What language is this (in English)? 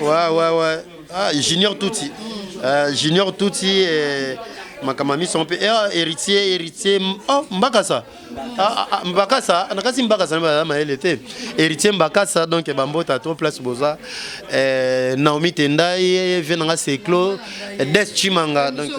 Lingala